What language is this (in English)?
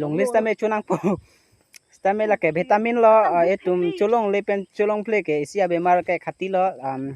Karbi